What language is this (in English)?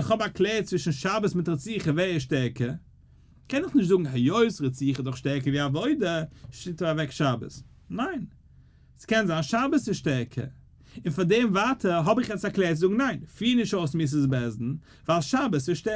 Yiddish